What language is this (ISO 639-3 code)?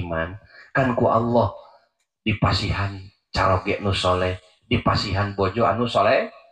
sun